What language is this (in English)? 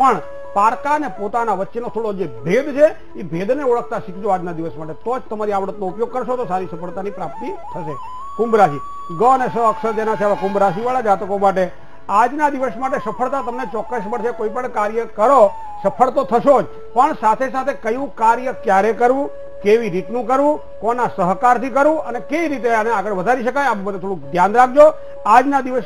Gujarati